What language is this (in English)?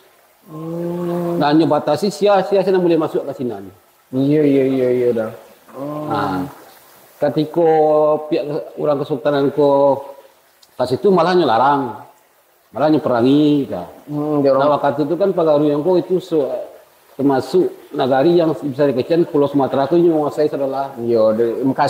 Minangkabau